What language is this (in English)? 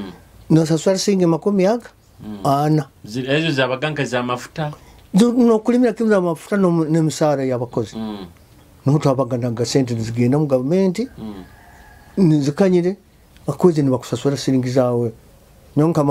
Nyoro